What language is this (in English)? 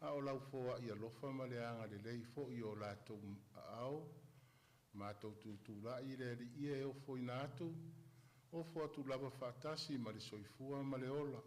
Samoan